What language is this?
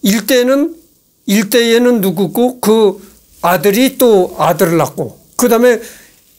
Korean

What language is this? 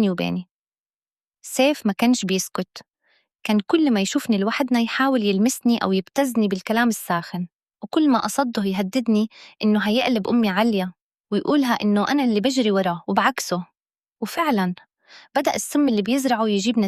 Egyptian Arabic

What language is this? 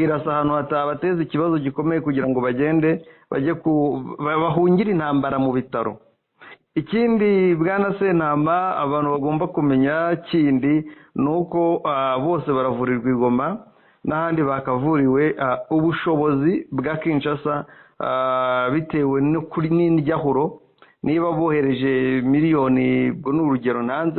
Kinyarwanda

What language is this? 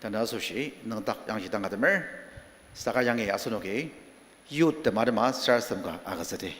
Ao Naga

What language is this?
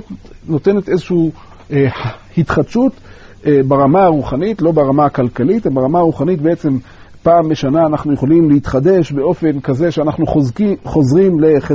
Hebrew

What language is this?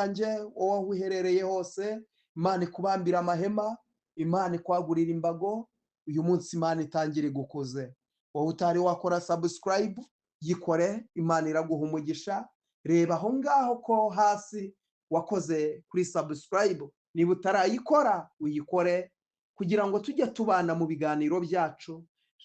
Kinyarwanda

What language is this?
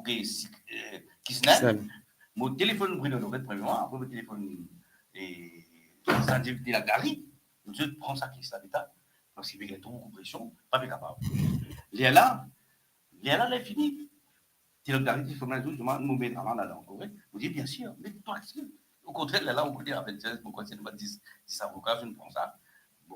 Morisyen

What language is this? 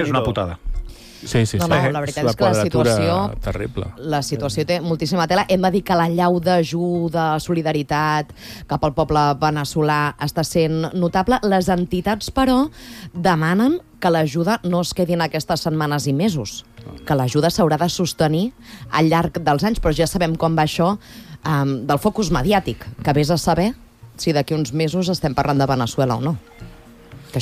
Catalan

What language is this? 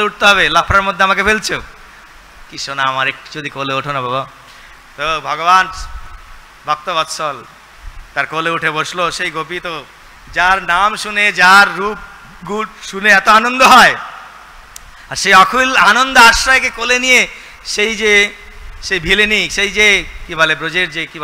Bangla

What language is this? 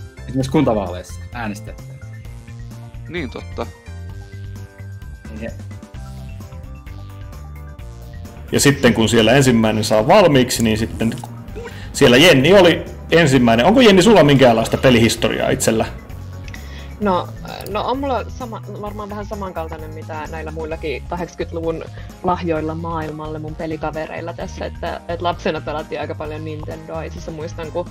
Finnish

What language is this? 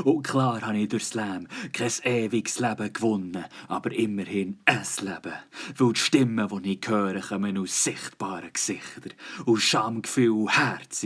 Swiss German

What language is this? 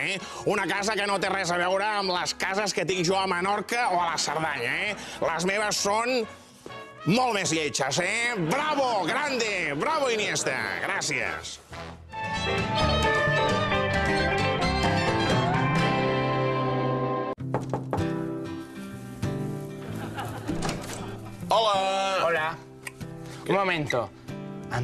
Catalan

